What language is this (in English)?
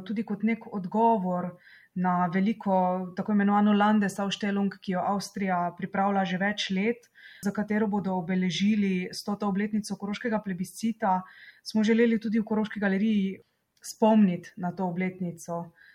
Slovenian